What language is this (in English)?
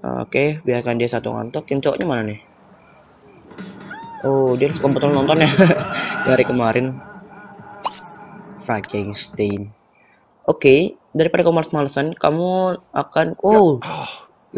Indonesian